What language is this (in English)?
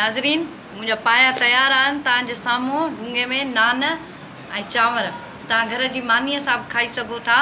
Sindhi